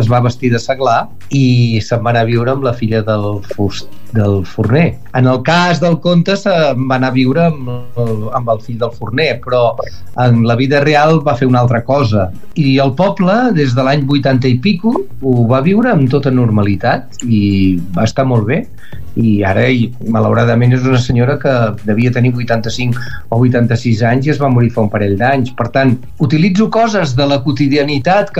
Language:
Catalan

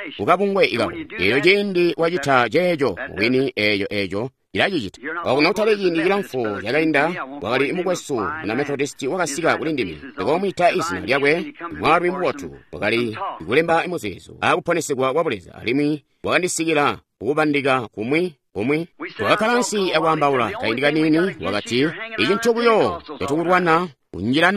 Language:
Tonga (Zambia)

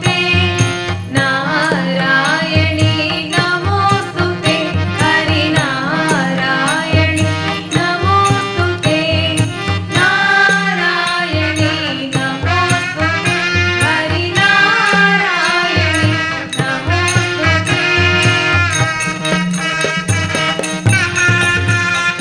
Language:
Kannada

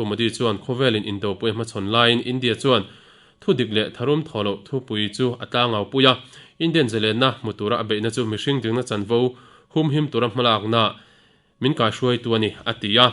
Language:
Mizo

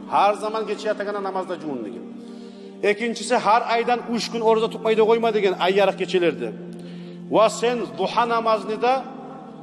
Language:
Kumyk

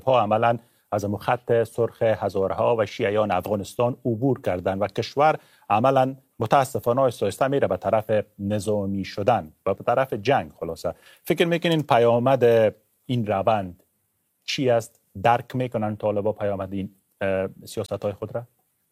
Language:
Persian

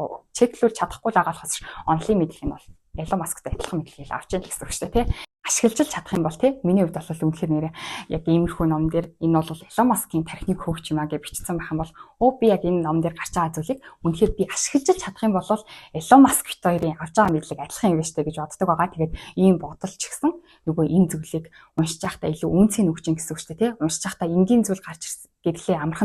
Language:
Mongolian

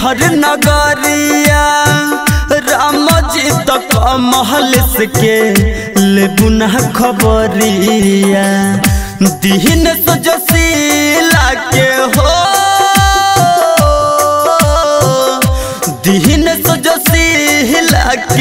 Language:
Bhojpuri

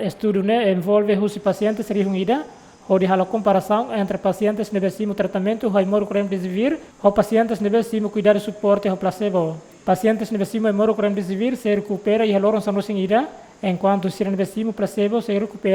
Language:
Tetum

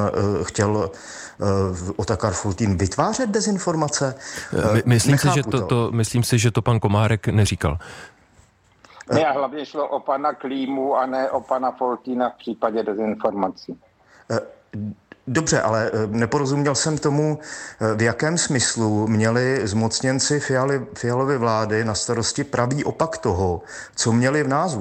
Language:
Czech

